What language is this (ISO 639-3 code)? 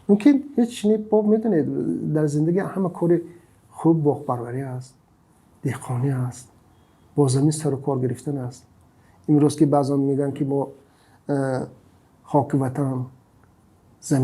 tgk